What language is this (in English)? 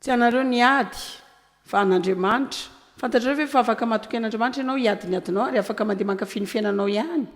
Malagasy